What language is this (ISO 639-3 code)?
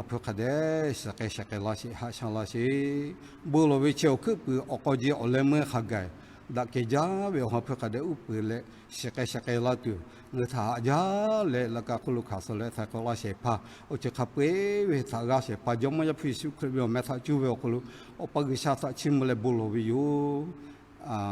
lhu